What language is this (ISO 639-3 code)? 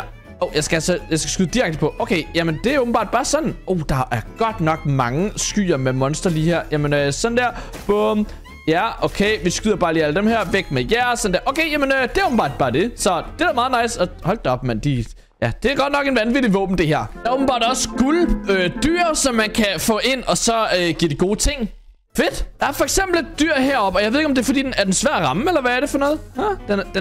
dan